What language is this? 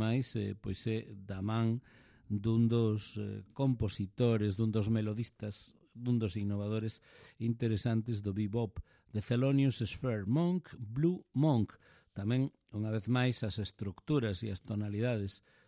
Galician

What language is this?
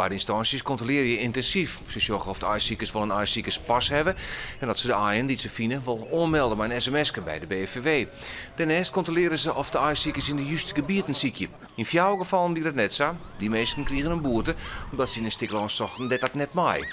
Western Frisian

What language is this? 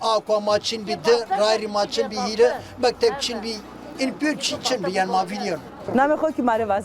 Zaza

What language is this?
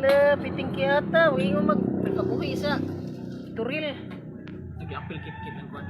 Cebuano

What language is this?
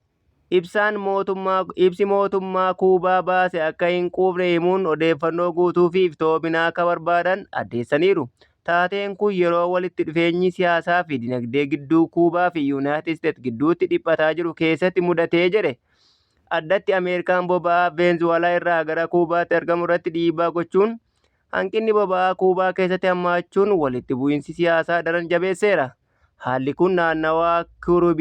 Oromo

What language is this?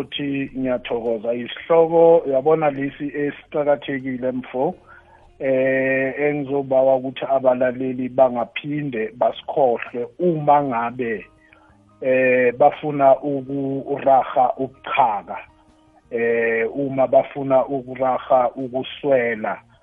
South Ndebele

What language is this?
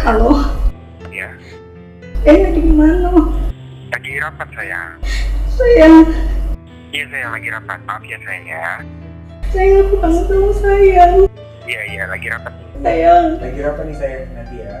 Musi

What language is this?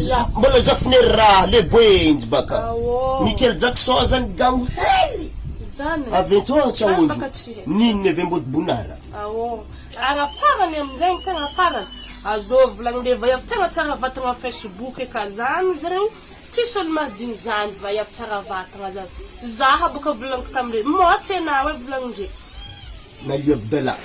Malagasy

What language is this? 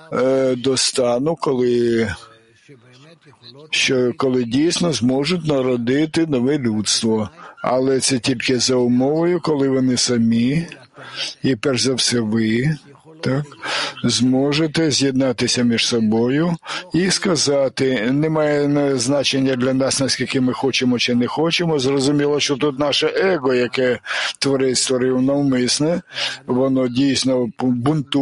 Ukrainian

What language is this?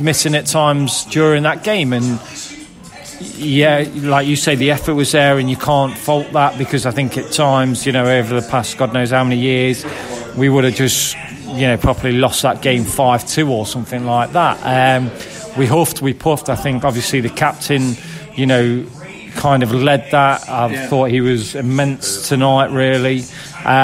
English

